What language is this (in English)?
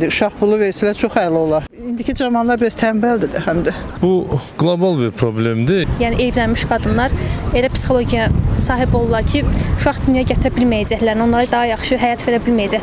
Azerbaijani